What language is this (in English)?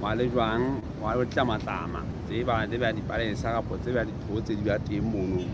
Southern Sotho